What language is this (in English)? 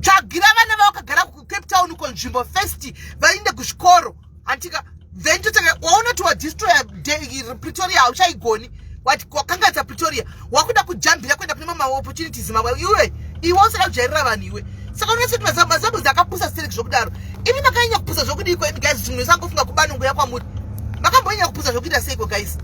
Shona